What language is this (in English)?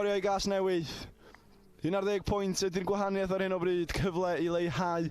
Welsh